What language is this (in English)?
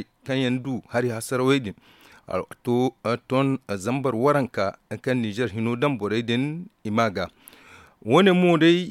Zarma